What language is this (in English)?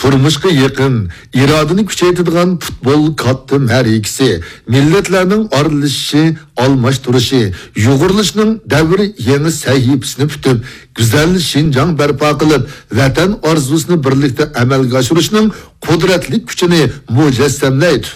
Uyghur